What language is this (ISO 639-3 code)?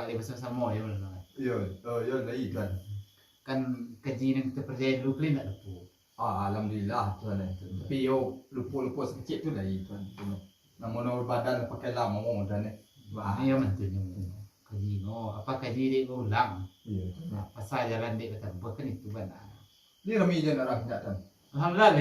min